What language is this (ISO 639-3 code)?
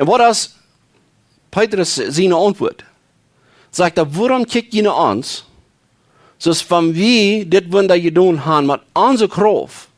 pdt